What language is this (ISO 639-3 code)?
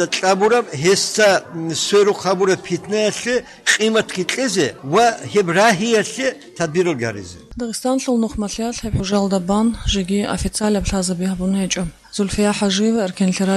ava